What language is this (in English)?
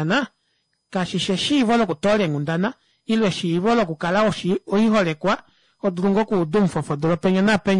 Kuanyama